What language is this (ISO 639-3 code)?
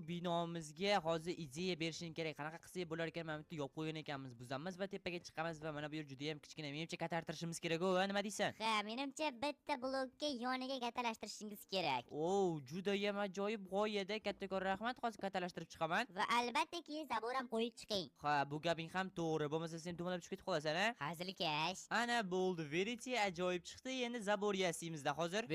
uzb